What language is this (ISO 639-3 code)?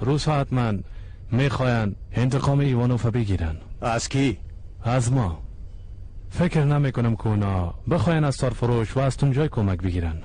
fas